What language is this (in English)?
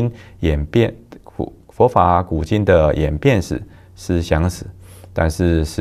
Chinese